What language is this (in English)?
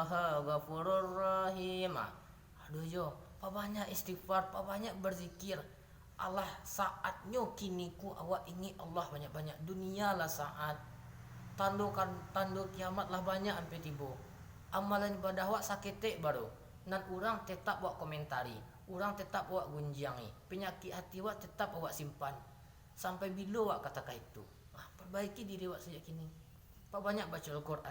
Minangkabau